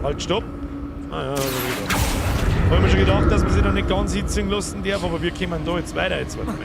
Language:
Bavarian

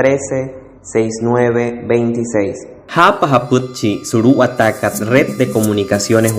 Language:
Wayuu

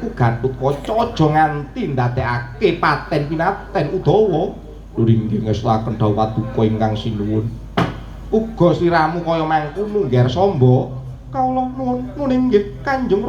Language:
Javanese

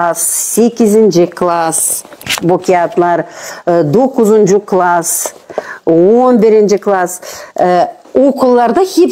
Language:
Gagauz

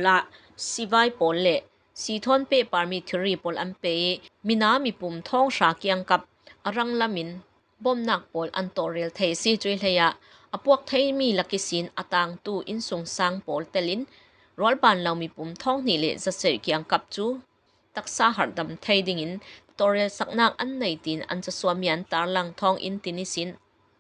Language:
Falam Chin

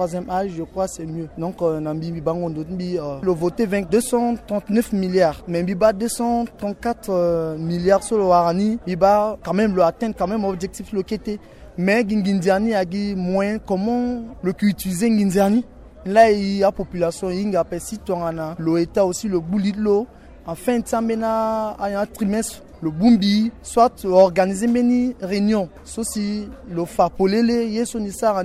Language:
Sango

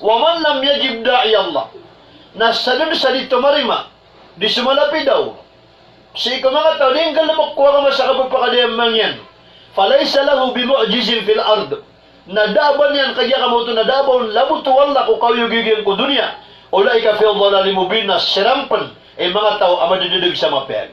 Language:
Maranao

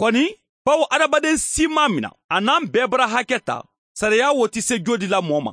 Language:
Mandingo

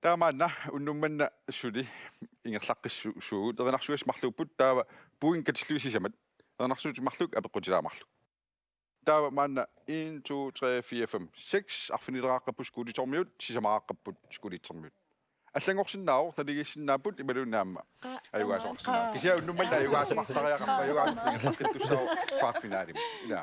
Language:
Kalaallisut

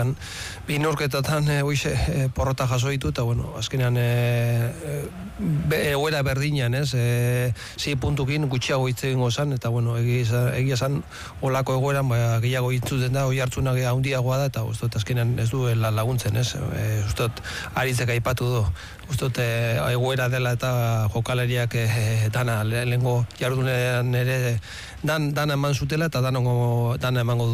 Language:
Basque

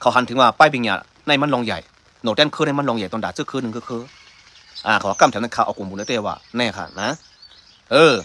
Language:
Shan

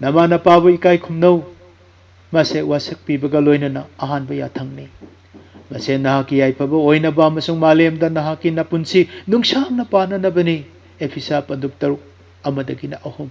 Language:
Manipuri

